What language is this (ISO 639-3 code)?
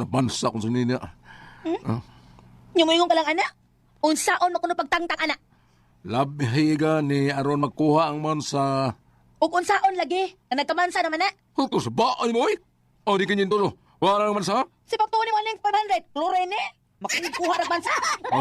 ceb